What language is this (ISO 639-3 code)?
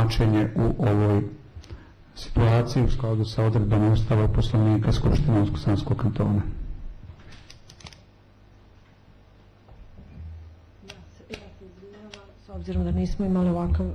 bos